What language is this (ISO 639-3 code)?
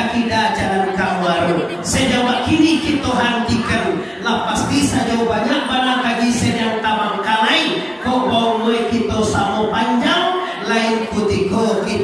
min